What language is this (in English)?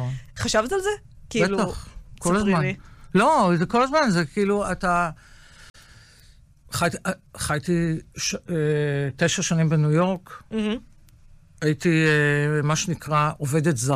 Hebrew